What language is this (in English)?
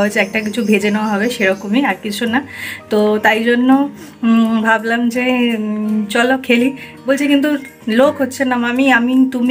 Bangla